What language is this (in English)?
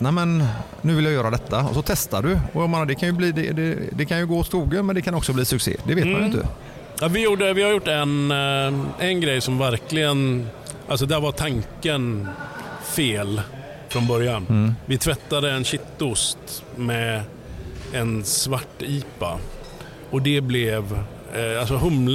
Swedish